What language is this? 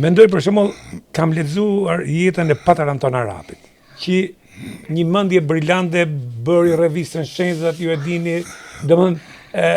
Albanian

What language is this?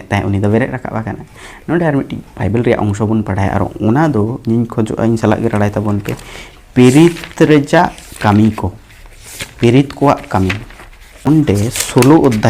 Santali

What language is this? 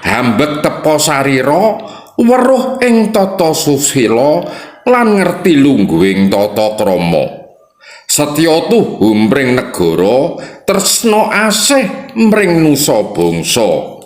Javanese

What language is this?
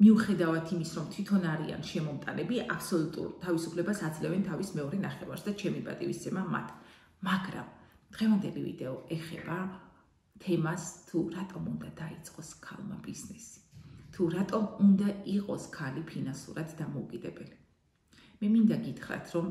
Georgian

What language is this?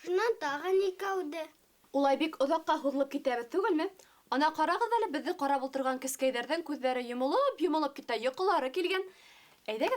Bashkir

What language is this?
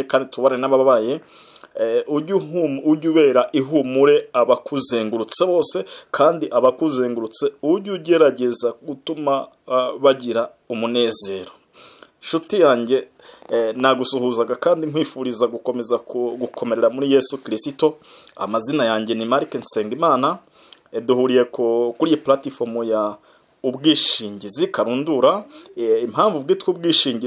Kinyarwanda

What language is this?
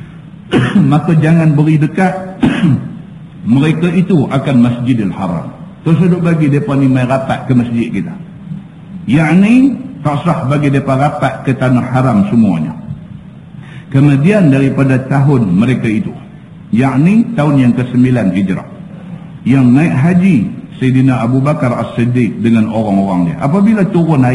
Malay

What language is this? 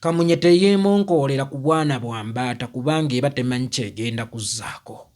Ganda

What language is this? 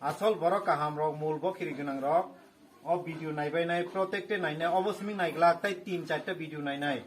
Kok Borok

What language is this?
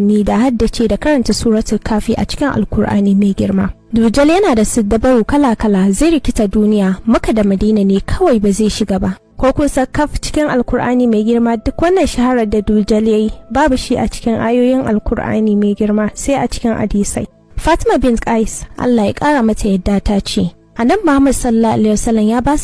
Hausa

